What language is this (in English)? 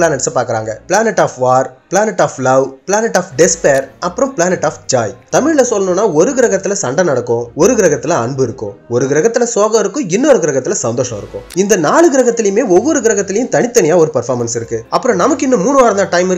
Tamil